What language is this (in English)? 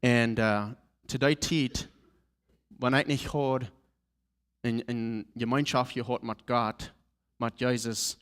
Plautdietsch